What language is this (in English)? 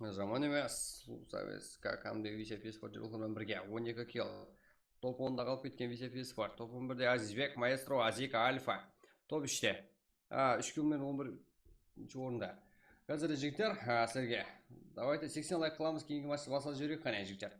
Kara-Kalpak